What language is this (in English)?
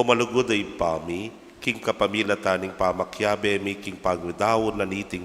Pampanga